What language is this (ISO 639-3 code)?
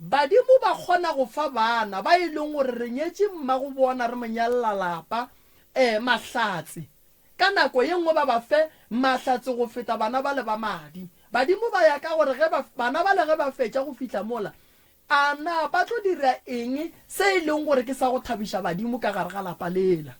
nso